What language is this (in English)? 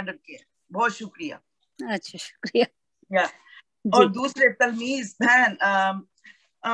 Urdu